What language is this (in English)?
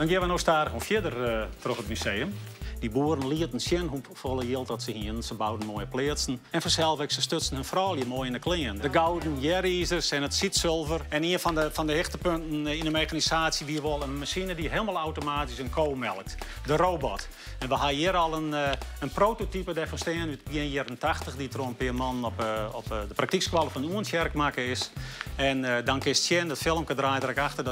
Western Frisian